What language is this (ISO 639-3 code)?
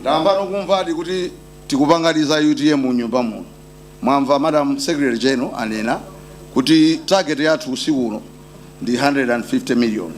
nya